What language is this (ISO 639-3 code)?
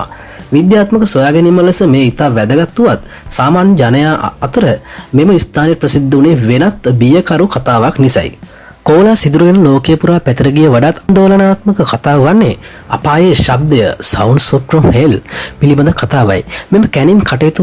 sin